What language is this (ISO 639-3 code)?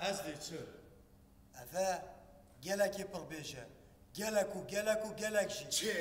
kur